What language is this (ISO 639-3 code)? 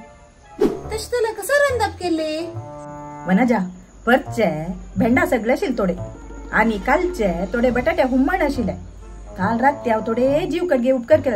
kok